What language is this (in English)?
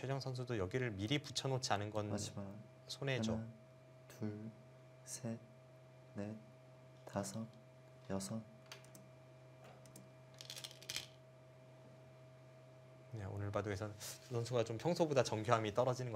Korean